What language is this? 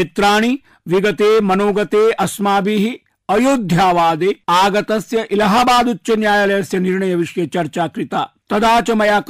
Sanskrit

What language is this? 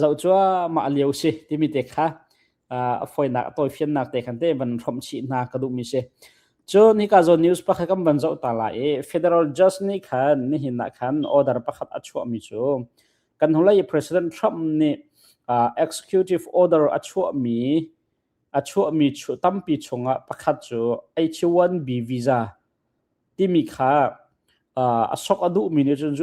Hakha Chin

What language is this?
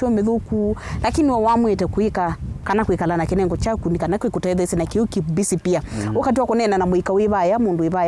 Kamba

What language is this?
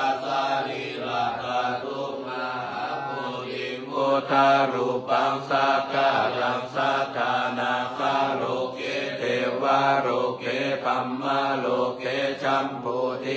Pali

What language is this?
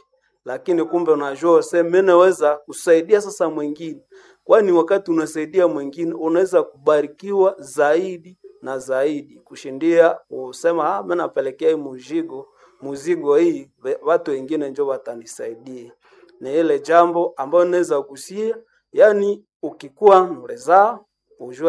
Swahili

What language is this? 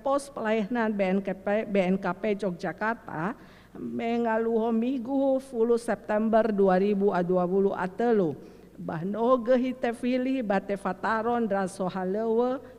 Nias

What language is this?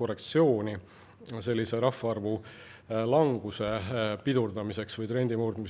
Estonian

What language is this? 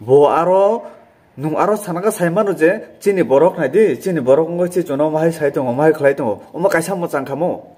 Kok Borok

